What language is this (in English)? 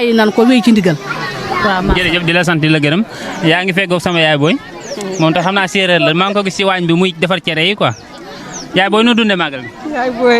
Wolof